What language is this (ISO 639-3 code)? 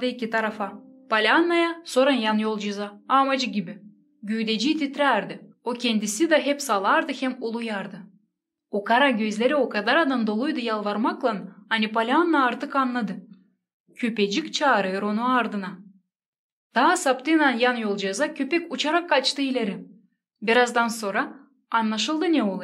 gag